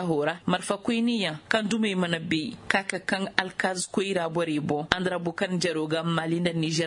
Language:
Koyraboro Senni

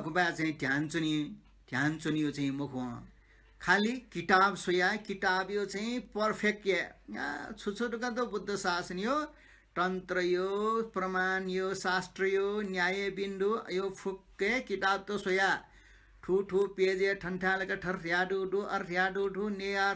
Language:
Newari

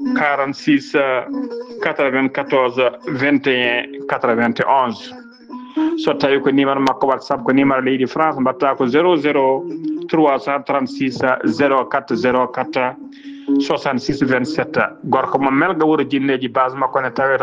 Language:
Fula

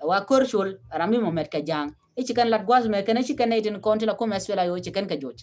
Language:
Nuer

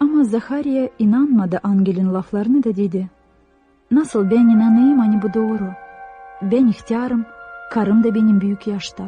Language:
Gagauz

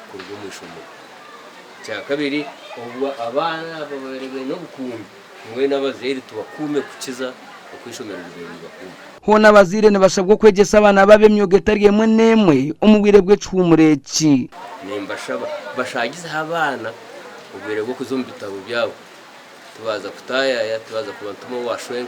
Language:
Nyankole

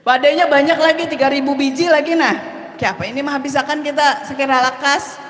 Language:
Banjar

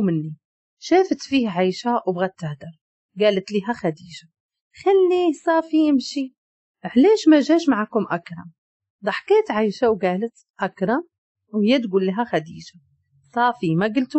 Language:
Moroccan Arabic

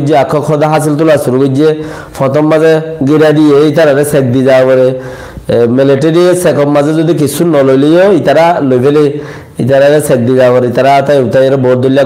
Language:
Rohingya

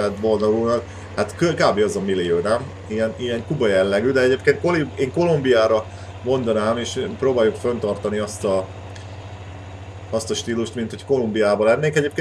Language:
Hungarian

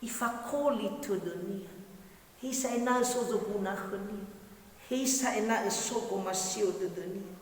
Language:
Nias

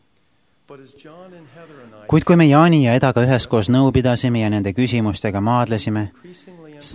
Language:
Estonian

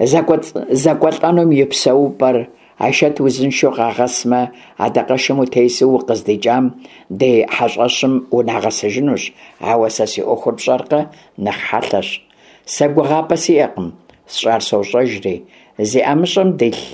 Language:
Kabardian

